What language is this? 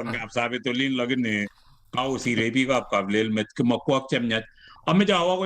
Kalenjin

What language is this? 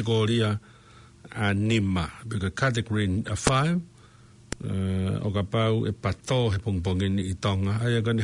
Tongan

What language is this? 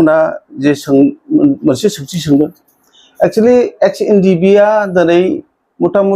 Bodo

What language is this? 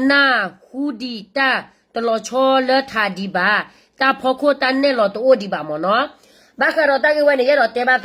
S'gaw Karen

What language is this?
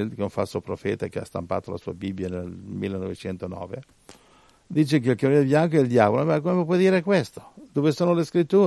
Italian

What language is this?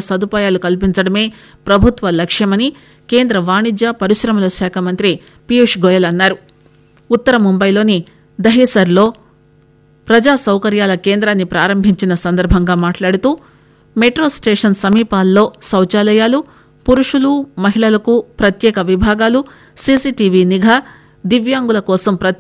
Telugu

